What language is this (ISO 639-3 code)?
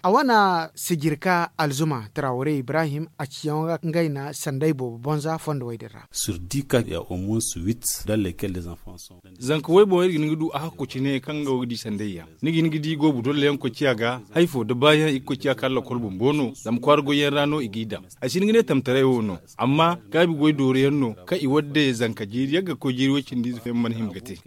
dje